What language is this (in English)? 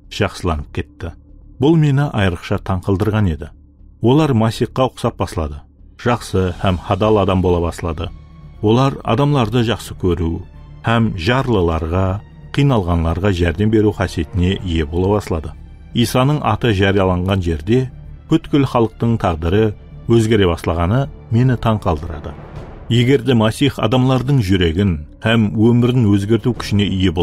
Kara-Kalpak